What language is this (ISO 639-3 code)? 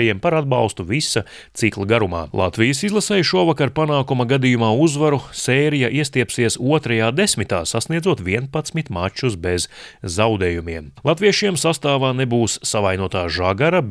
lav